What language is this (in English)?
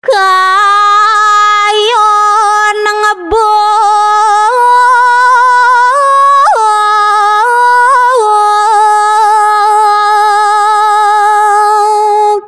Balinese